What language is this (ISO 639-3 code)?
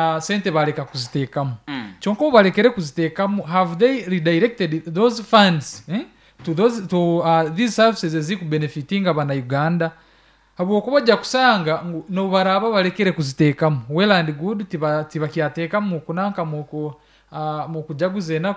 nyn